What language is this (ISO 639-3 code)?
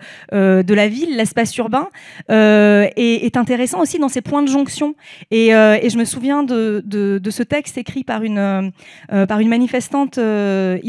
fra